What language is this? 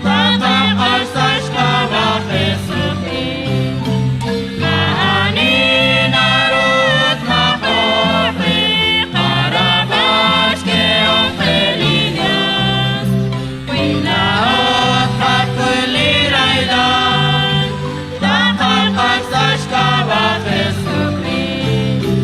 Kekchí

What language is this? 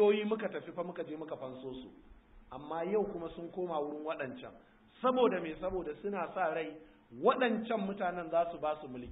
Hausa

